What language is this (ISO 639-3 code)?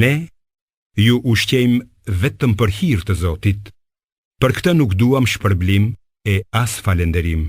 sqi